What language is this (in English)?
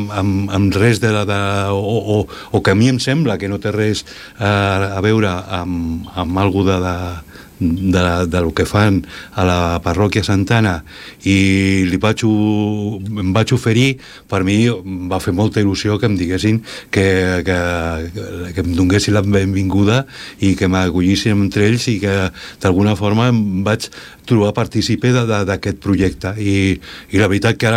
Catalan